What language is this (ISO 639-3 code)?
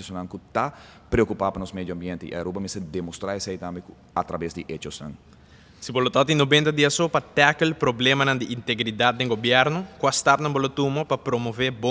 pap